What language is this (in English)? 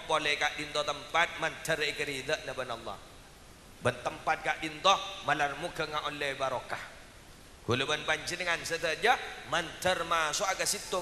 Madurese